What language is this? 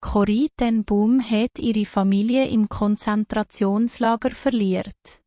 Swiss German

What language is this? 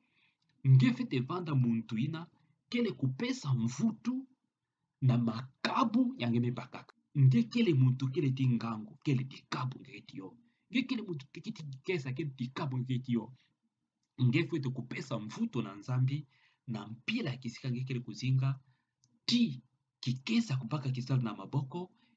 Kituba (Democratic Republic of Congo)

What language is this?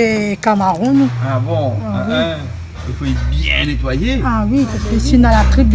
Réunion Creole French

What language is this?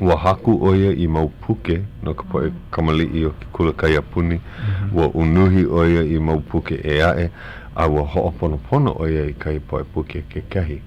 Hawaiian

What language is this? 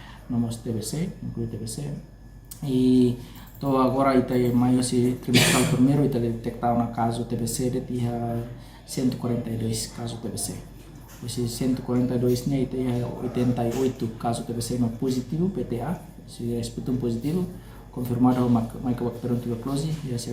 Tetum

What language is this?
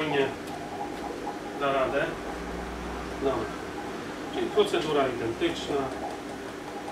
Polish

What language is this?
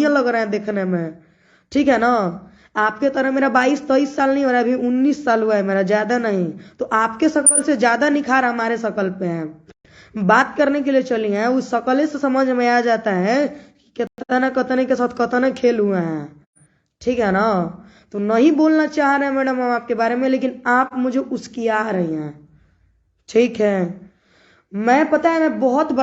Bhojpuri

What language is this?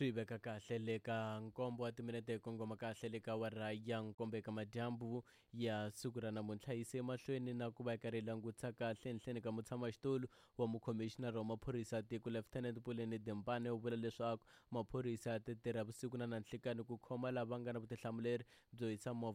Tsonga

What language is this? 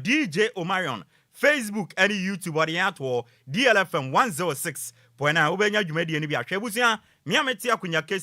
Akan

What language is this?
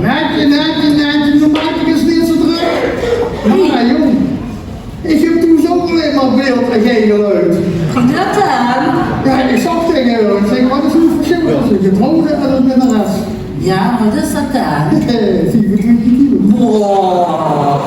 Limburgish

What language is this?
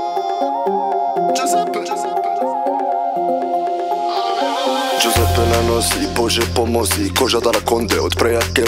Croatian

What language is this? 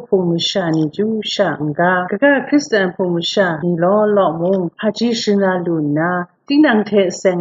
Kachin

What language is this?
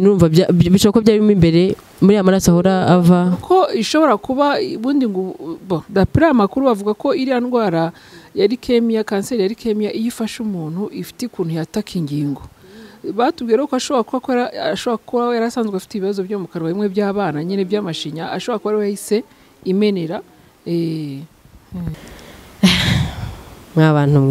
Kinyarwanda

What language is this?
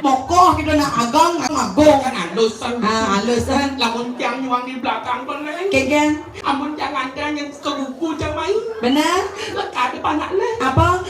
Balinese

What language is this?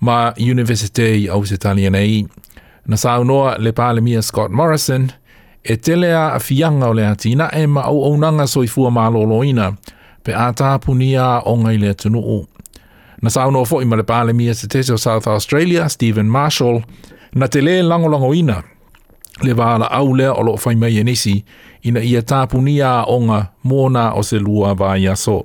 Samoan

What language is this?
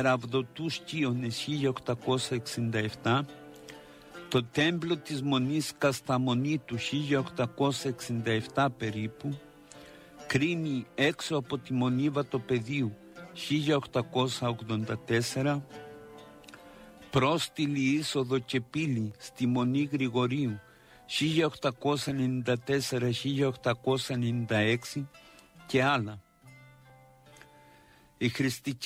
Greek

